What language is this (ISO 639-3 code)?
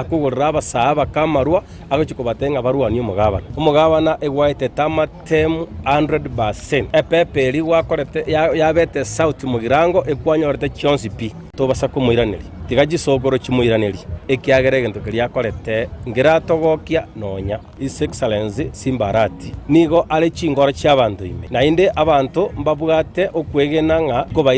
guz